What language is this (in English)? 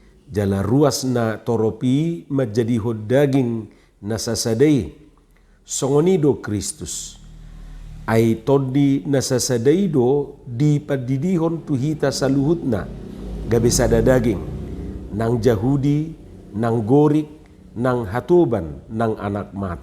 Batak Toba